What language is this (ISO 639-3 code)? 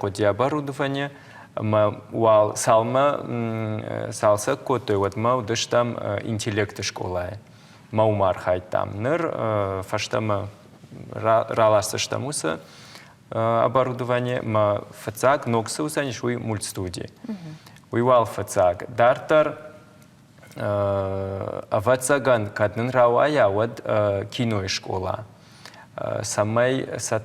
oss